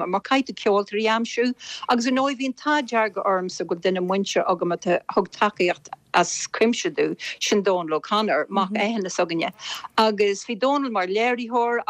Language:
Irish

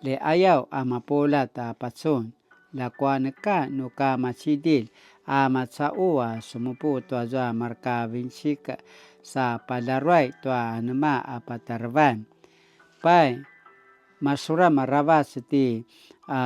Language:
Paiwan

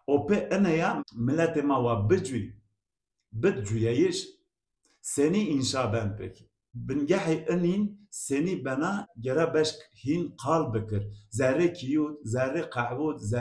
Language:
Zaza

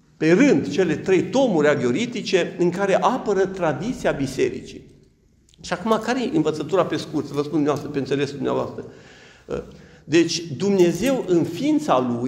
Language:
Romanian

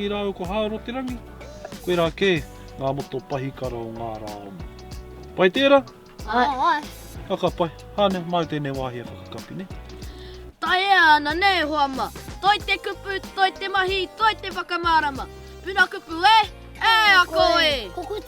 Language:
Māori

